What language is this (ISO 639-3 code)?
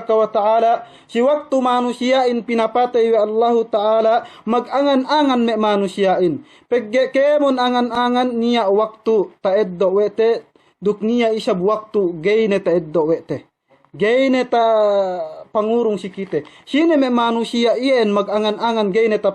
yka